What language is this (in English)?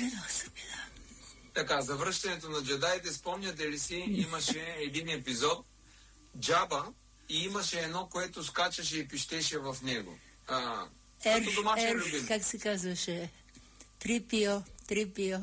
Bulgarian